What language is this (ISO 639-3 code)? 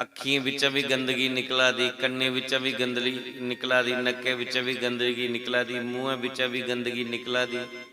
doi